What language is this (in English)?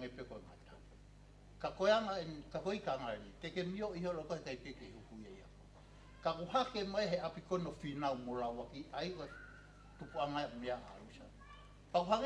Tongan